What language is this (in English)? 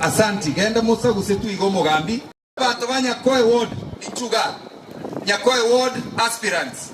Gusii